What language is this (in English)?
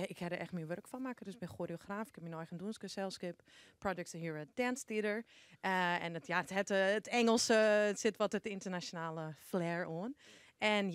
Western Frisian